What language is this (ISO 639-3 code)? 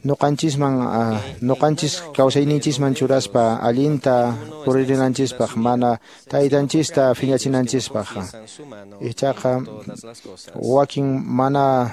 que